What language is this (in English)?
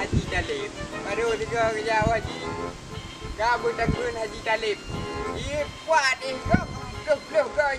Achinese